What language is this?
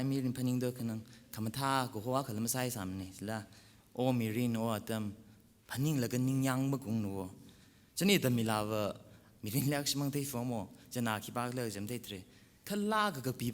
Tangkhul Naga (India)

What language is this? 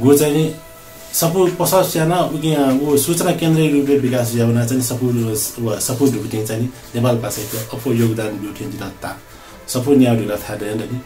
Newari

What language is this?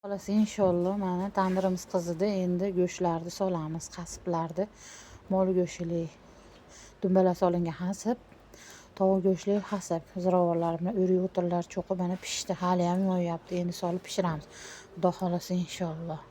Uzbek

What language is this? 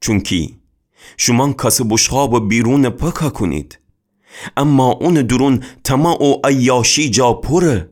Gilaki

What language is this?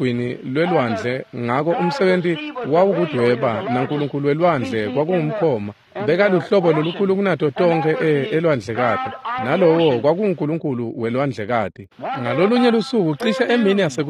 Swati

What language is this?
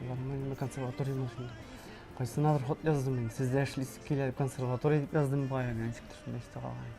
Tatar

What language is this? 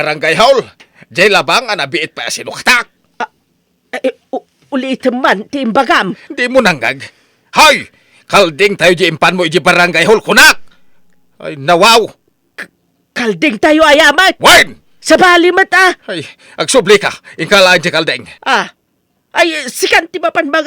Iloko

